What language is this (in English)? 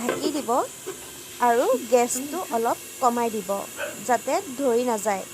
Assamese